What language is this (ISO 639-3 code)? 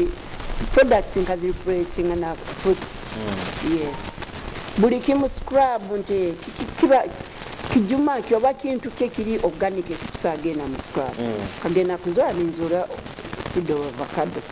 nyo